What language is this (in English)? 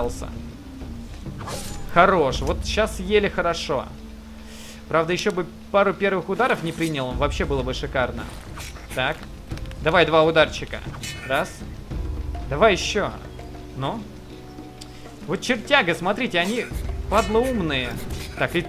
Russian